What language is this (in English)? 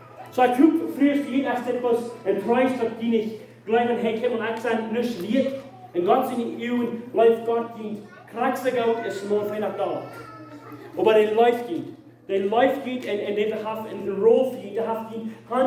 Plautdietsch